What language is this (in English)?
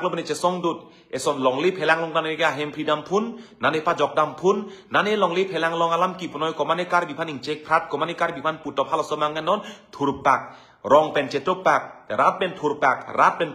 Karbi